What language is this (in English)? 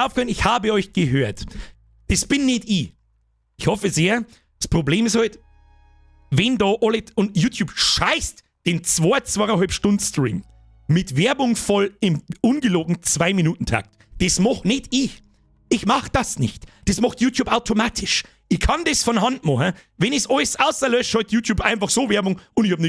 Bavarian